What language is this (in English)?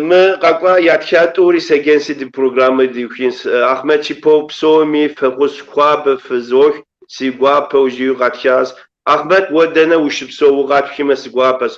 Kabardian